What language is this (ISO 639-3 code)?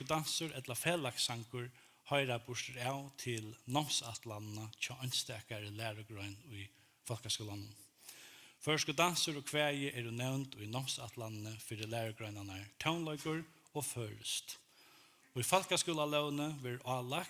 fao